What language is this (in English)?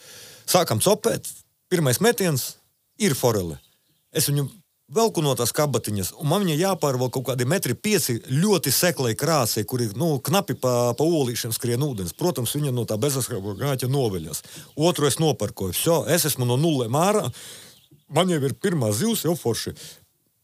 Latvian